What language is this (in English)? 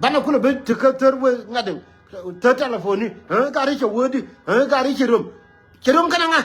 Nuer